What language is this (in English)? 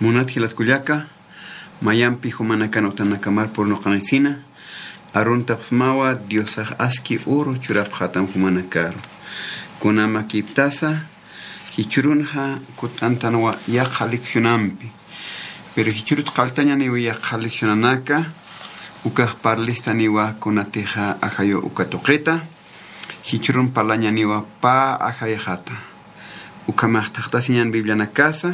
Aymara